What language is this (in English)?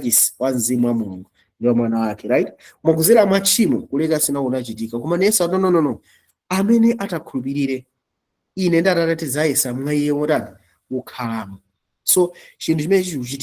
Nyanja